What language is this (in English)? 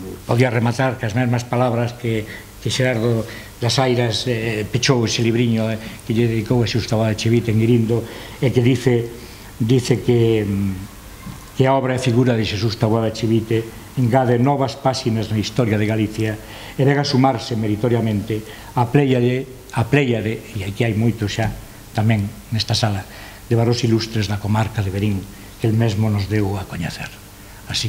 Galician